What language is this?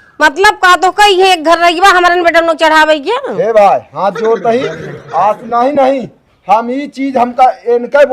Awadhi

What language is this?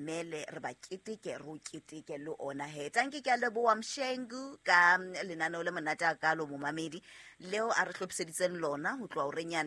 Southern Sotho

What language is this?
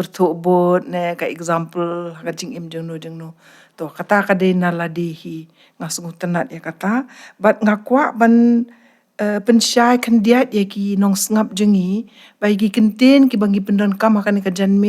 Khasi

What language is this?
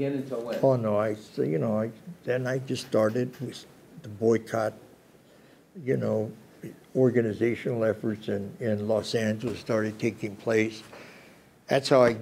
English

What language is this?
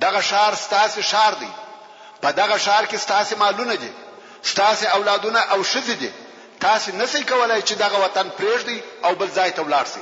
Pashto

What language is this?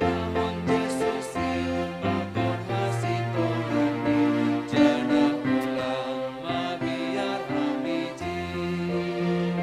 Batak Simalungun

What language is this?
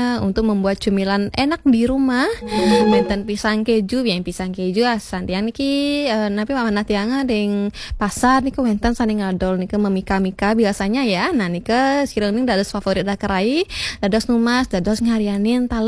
Balinese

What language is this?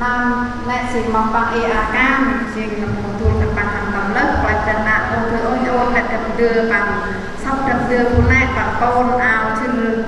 Central Mnong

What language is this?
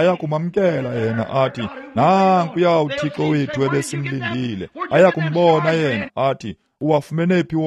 Xhosa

